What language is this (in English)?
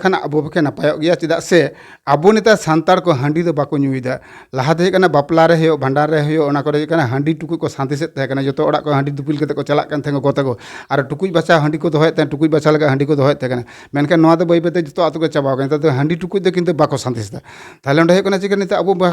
Santali